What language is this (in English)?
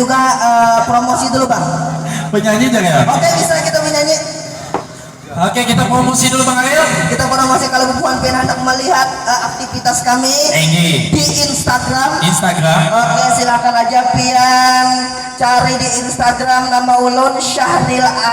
Banjar